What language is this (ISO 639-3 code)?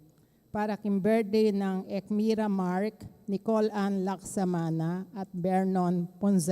pam